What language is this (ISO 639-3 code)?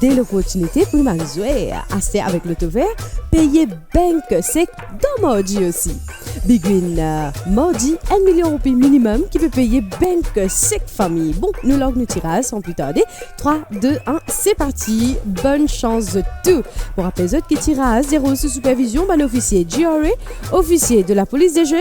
mfe